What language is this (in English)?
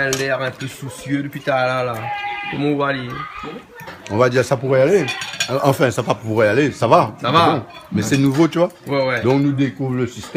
Réunion Creole French